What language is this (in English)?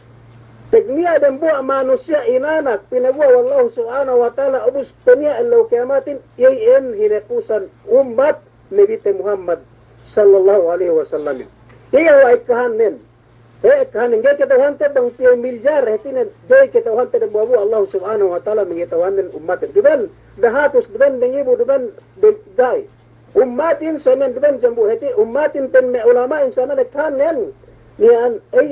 Yakan